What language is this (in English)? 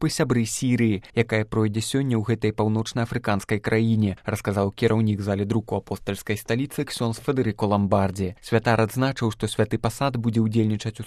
Belarusian